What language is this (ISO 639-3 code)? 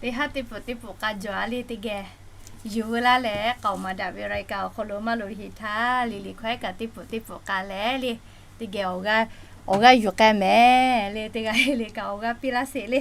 lhu